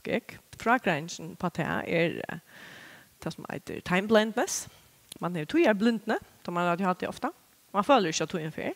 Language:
Faroese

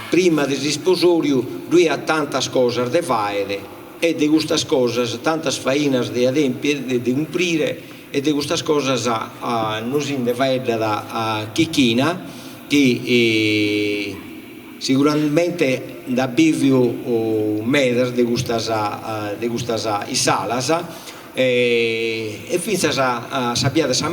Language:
Sardinian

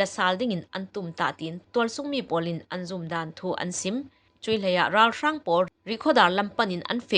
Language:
Falam Chin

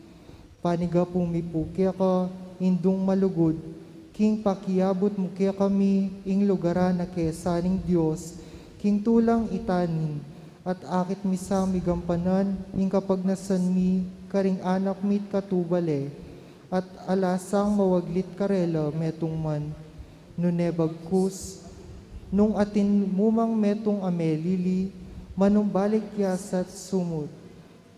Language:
Pampanga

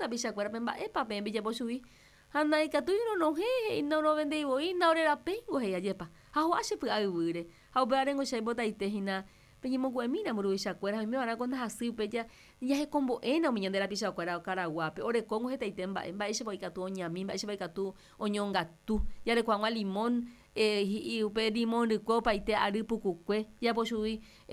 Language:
Guarani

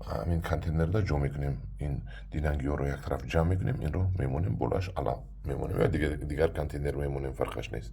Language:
Tajik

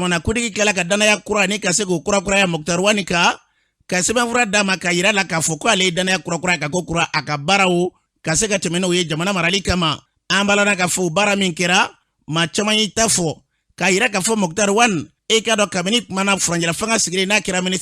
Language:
Bambara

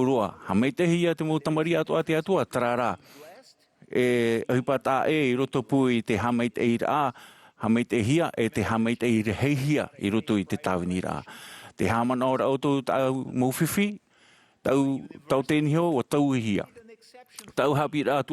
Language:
Tahitian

